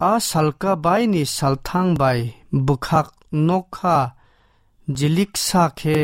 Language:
Kok Borok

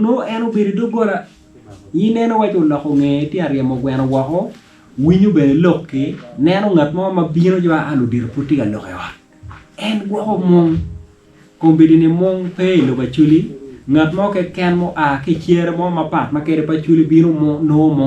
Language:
Acoli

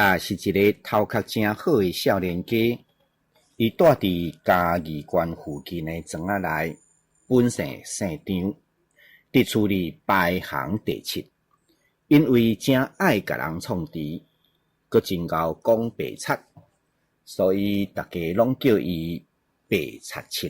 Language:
Min Nan Chinese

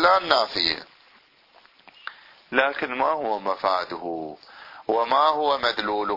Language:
Arabic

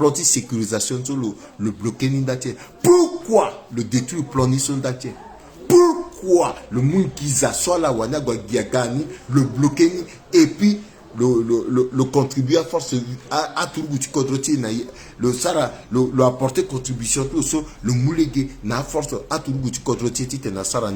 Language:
Sango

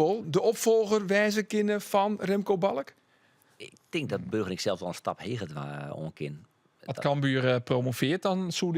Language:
Western Frisian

